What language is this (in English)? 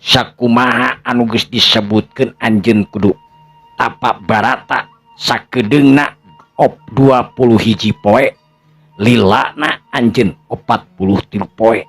Sundanese